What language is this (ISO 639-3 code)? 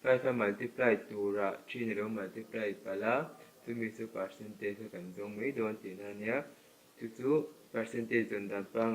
lus